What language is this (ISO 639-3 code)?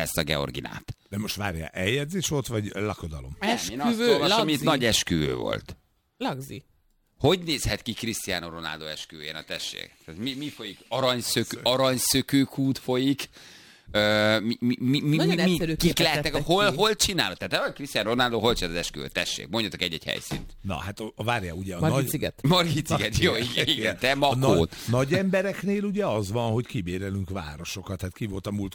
hun